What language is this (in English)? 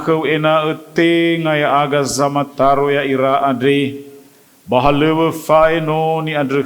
Nias